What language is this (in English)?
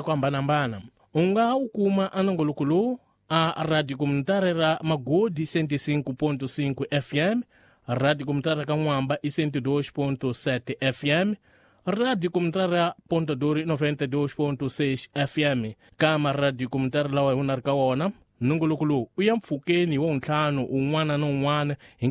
Tsonga